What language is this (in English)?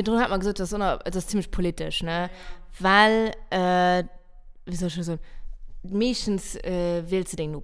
Luxembourgish